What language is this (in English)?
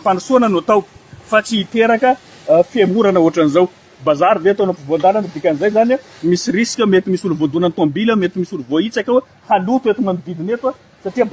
Malagasy